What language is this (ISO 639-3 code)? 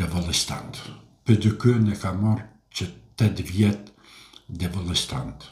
sqi